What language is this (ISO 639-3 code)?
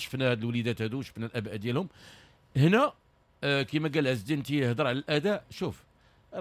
ary